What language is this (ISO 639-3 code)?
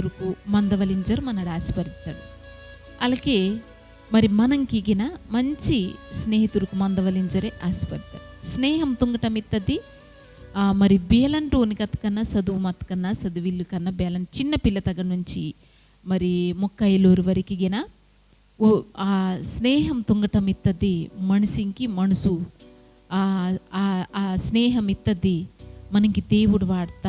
kff